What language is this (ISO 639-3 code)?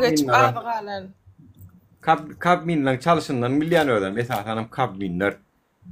tuk